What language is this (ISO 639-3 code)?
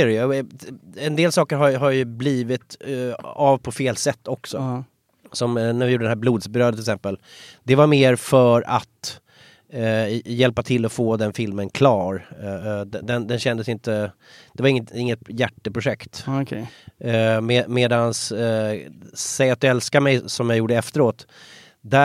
swe